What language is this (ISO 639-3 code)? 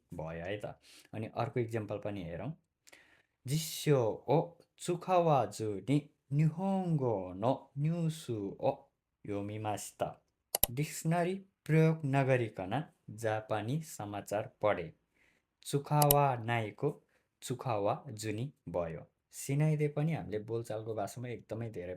nep